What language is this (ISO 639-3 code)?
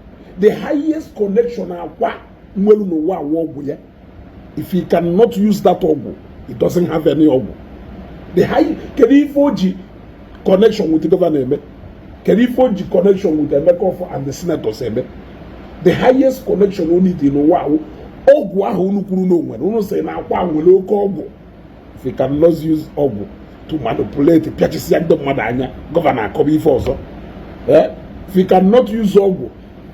ibo